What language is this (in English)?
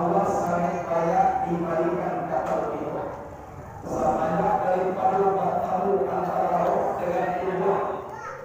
Minangkabau